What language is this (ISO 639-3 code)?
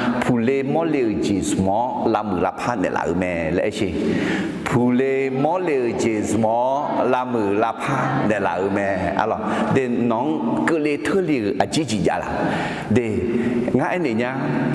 ahk